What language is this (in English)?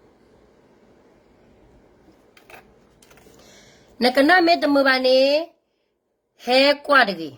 S'gaw Karen